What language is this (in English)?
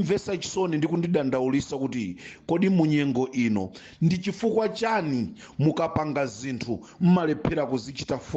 Nyanja